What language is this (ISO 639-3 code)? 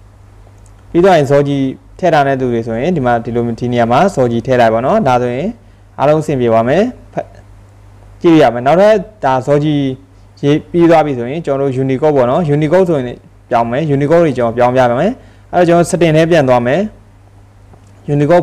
mya